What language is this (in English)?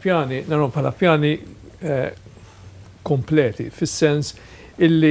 Maltese